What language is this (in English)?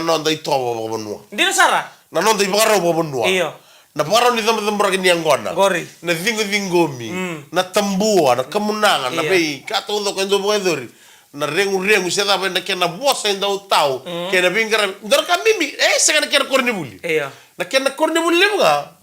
Fijian